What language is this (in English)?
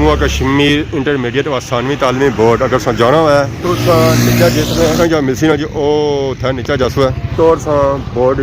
Pahari-Potwari